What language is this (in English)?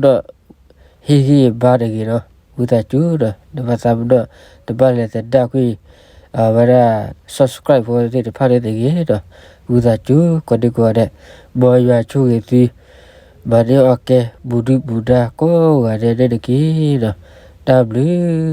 S'gaw Karen